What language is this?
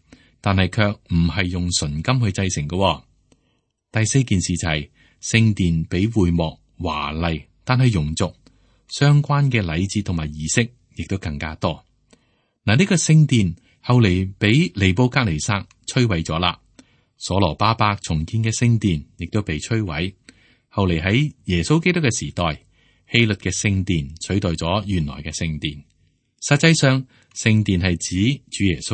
Cantonese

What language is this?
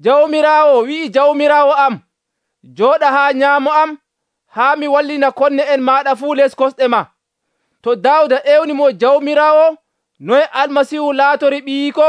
Nigerian Fulfulde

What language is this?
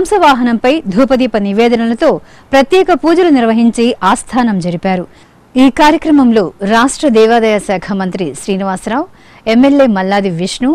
Telugu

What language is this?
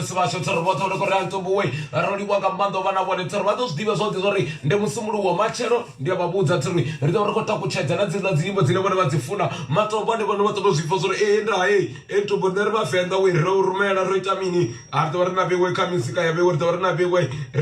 Venda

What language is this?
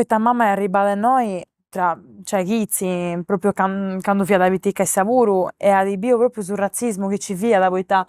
Sardinian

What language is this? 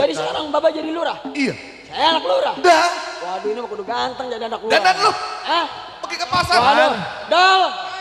Betawi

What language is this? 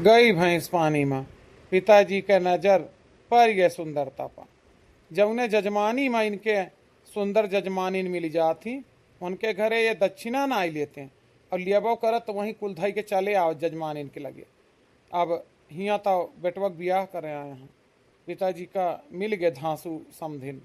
Awadhi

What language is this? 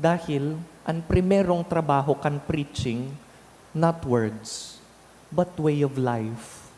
Bikol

